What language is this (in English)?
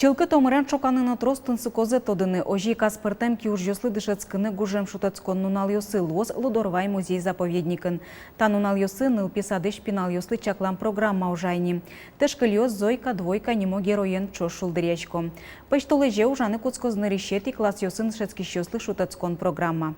Udmurt